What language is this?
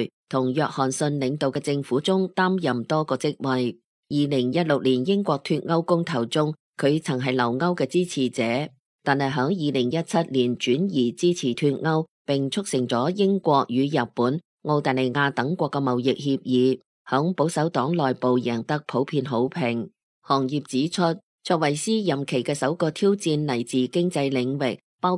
Cantonese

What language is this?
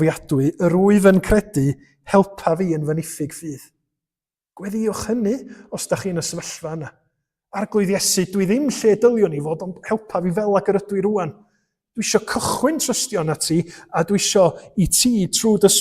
Welsh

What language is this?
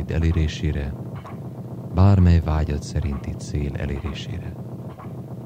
Hungarian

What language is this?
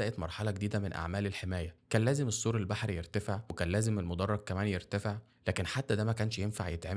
Egyptian Arabic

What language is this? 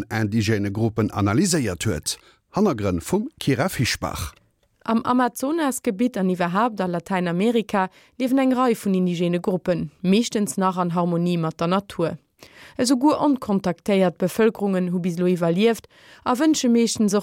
Luxembourgish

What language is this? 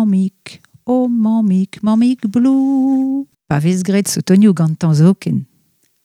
Breton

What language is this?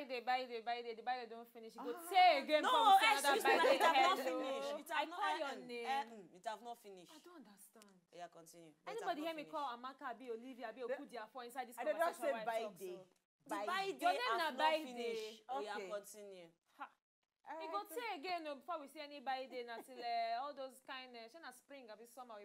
Nigerian Pidgin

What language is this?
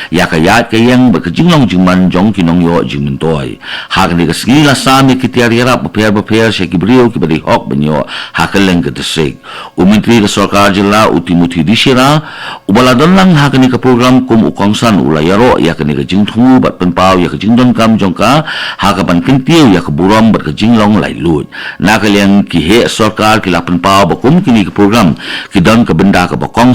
Khasi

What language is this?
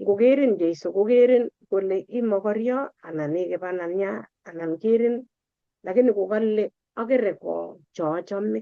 Kalenjin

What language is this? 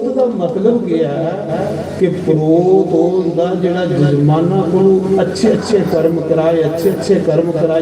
Dogri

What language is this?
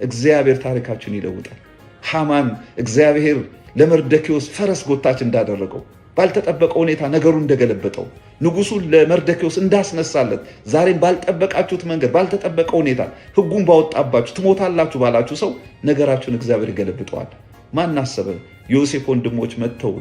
Amharic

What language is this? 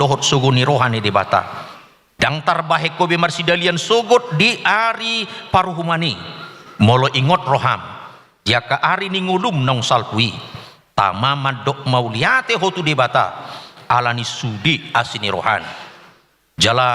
Batak Toba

